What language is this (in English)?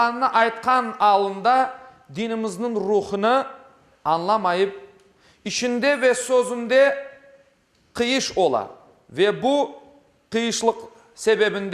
Crimean Tatar